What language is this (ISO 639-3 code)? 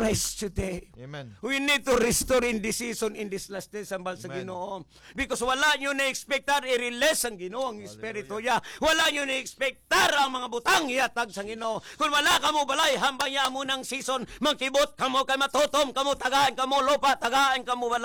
hil